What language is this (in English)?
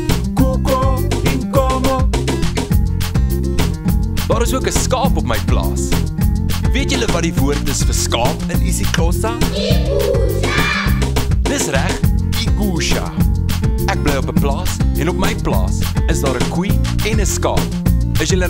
Afrikaans